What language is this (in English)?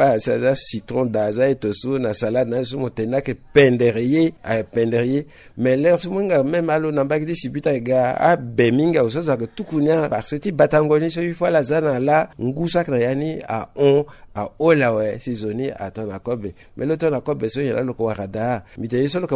Sango